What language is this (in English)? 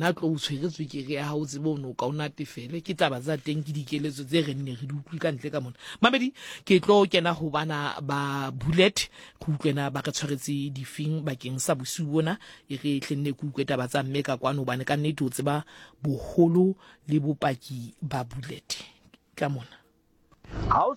Southern Sotho